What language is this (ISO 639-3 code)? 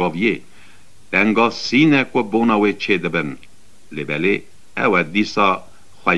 kur